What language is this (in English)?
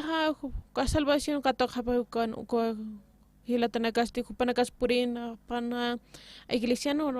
Aymara